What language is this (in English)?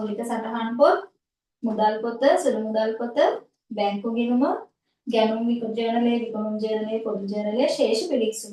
Sinhala